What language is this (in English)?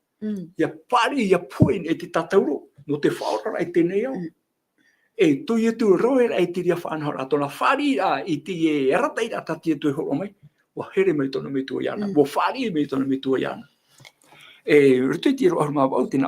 Tahitian